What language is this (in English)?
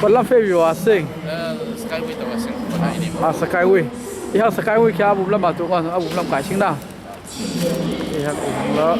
Falam Chin